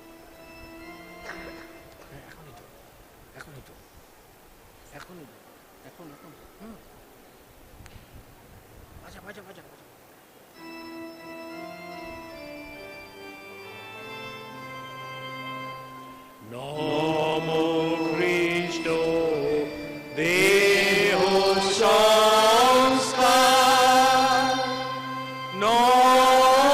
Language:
Bangla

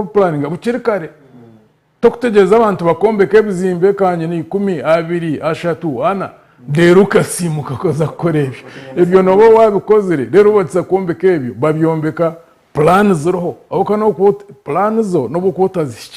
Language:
Nyankole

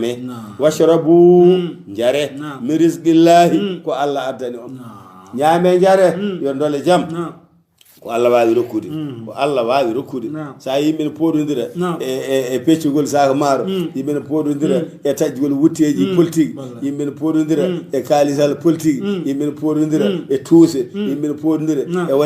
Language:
Fula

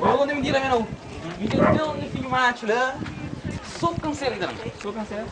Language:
Kabuverdianu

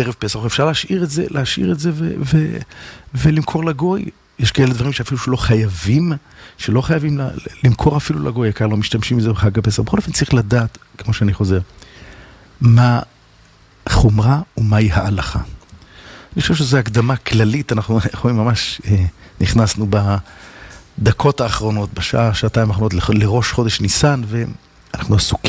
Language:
Hebrew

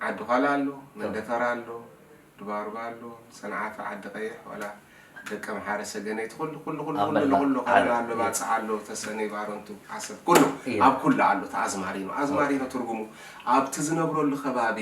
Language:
Tigrinya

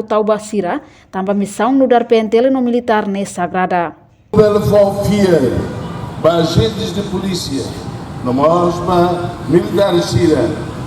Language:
Tetum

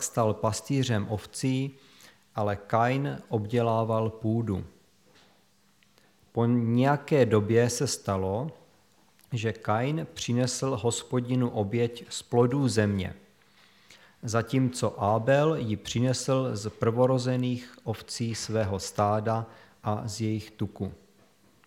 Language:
Czech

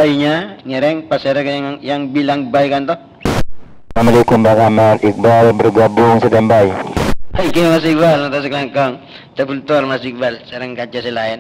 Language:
Madurese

